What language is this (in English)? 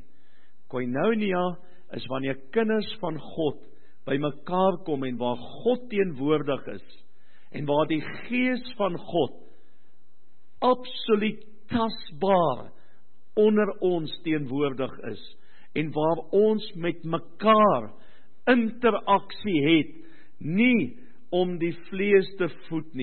Afrikaans